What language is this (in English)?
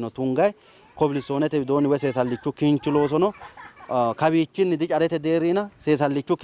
Sidamo